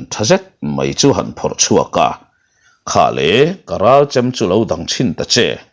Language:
Mizo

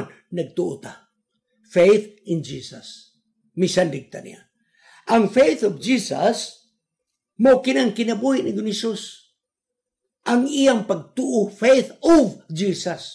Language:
Cebuano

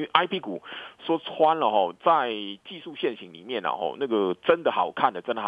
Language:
Chinese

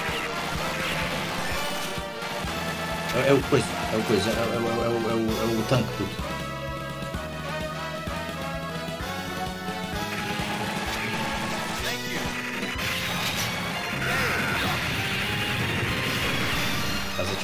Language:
Portuguese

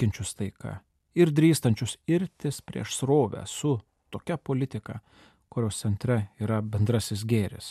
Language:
Lithuanian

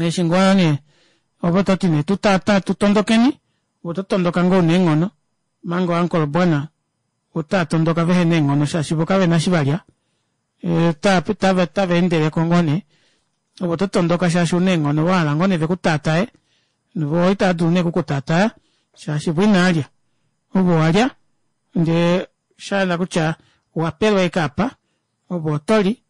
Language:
Kuanyama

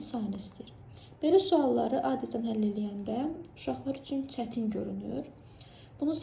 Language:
Azerbaijani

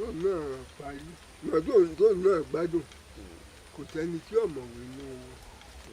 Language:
Yoruba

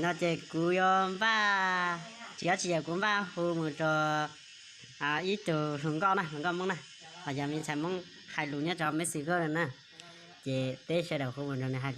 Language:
Hmong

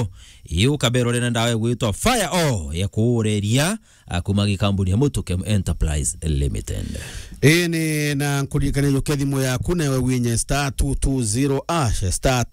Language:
Meru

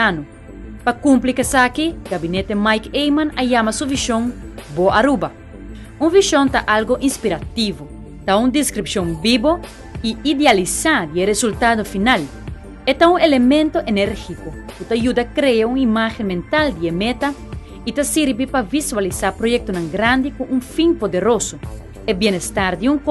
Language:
Papiamento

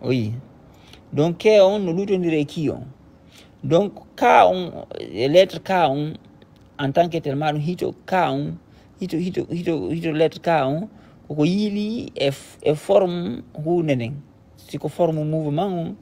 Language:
Fula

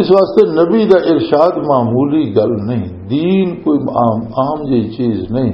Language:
Western Panjabi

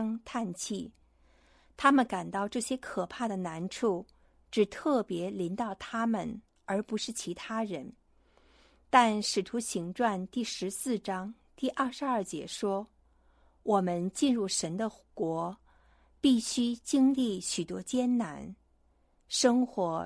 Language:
Chinese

